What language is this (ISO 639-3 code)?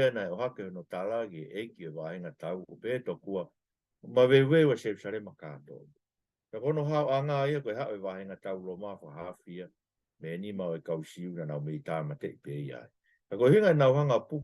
ton